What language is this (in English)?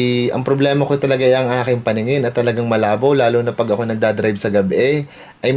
Bikol